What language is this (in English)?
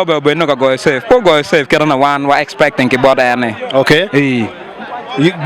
Acoli